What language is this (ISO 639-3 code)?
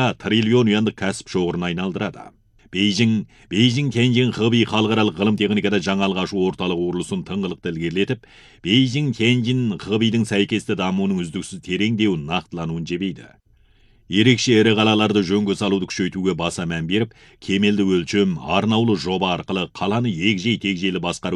kaz